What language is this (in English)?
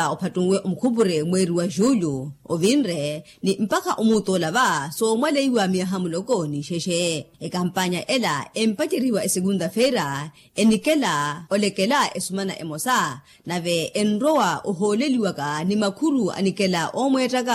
Makhuwa